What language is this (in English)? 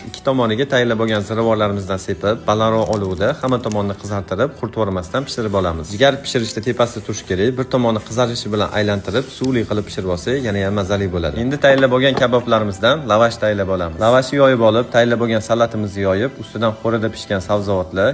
Uzbek